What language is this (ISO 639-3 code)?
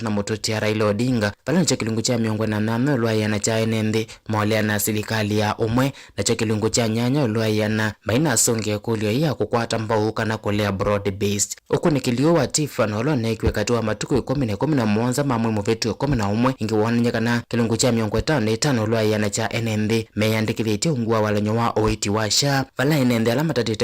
kam